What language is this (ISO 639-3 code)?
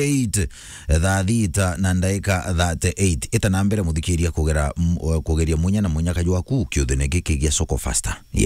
mer